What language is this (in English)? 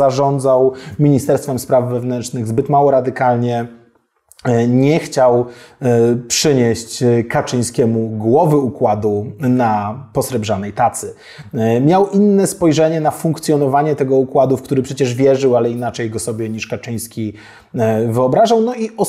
Polish